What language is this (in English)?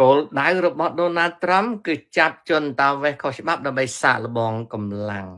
Khmer